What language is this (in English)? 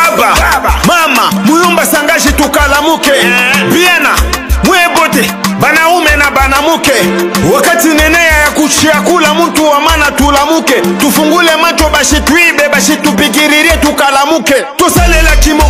Swahili